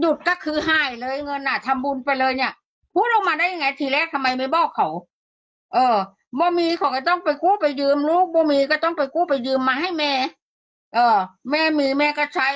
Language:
Northeastern Thai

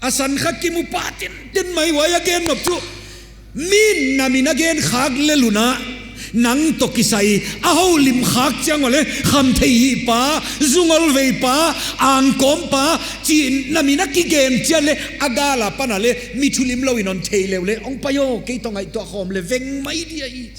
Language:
Paite Chin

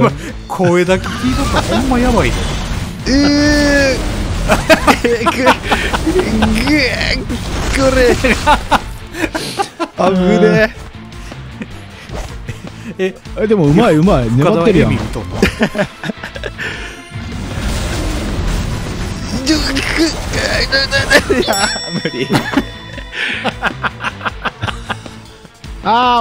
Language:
Japanese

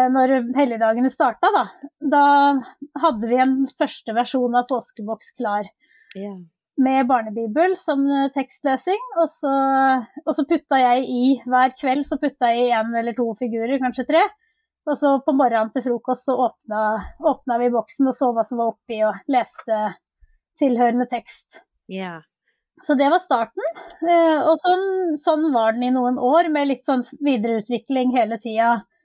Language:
Norwegian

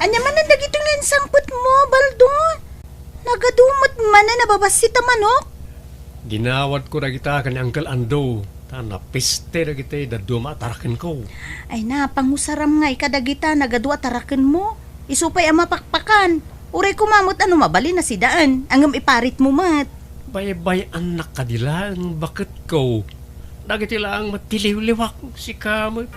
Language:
Iloko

